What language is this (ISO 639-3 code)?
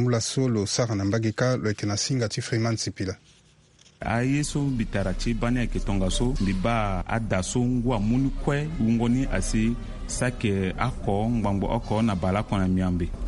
sag